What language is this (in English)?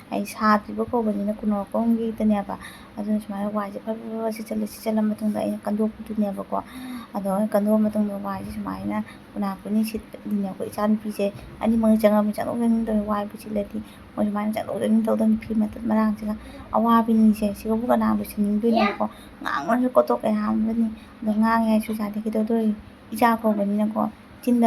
Manipuri